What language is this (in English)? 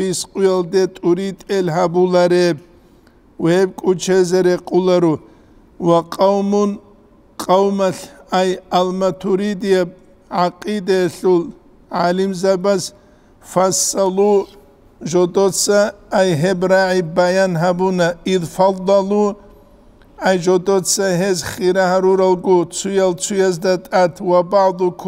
Avaric